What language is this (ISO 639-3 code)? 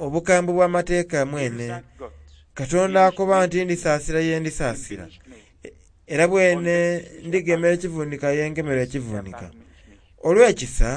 xog